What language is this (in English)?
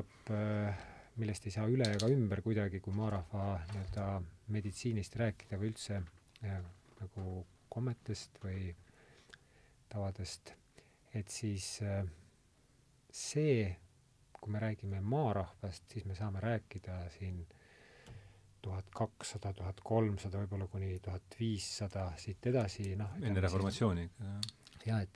Estonian